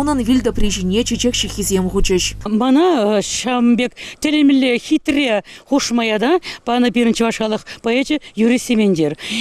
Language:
Chuvash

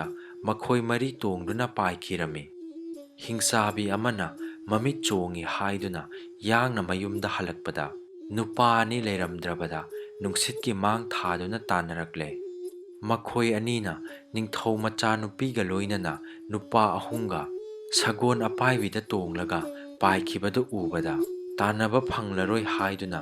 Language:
Manipuri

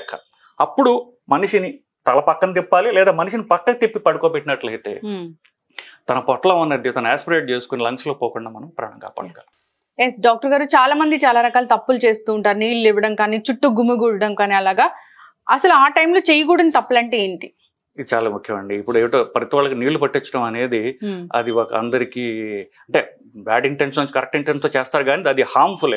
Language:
Telugu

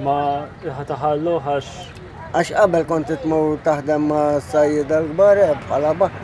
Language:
Maltese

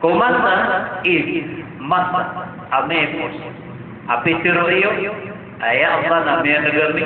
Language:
Maranao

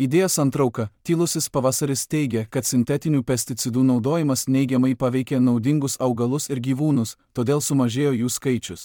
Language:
Lithuanian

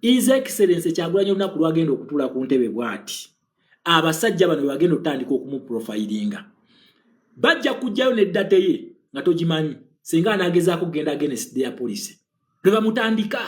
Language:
Ganda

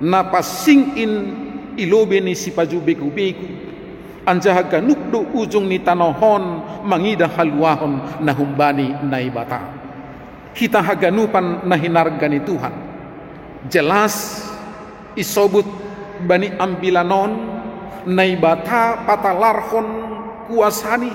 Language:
Batak Simalungun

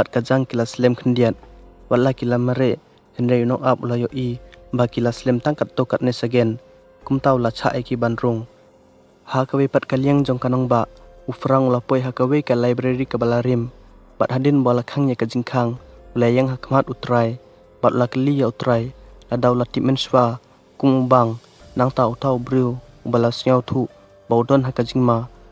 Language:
Khasi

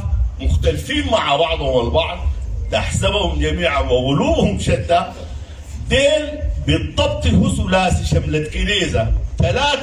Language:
Sudanese Arabic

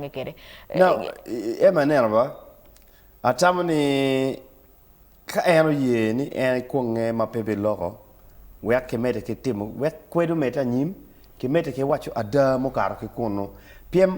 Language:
Acoli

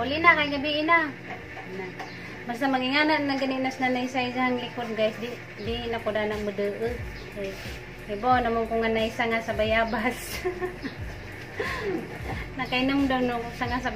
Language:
Cebuano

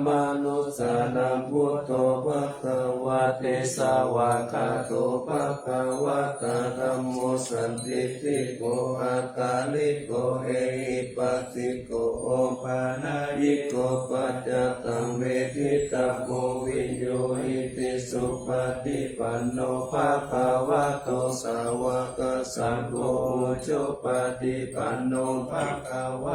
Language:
Pali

